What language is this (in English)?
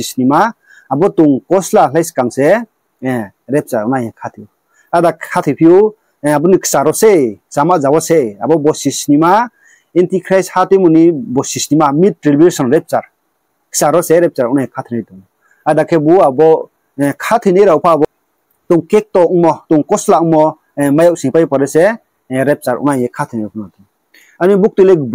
Riang (India)